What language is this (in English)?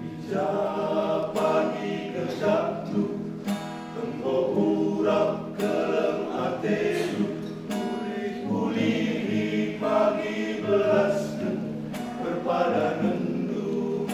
Batak Karo